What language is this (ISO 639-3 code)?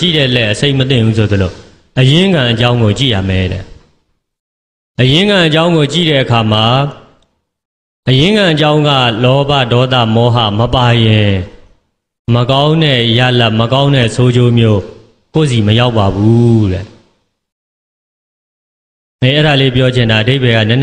mya